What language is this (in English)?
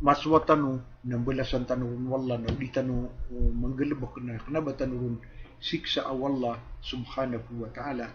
Maranao